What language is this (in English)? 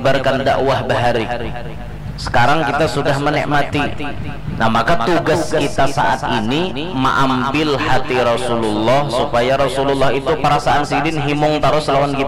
Banjar